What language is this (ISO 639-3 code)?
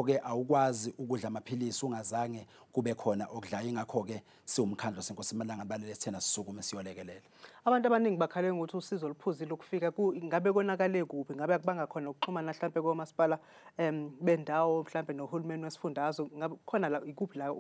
zul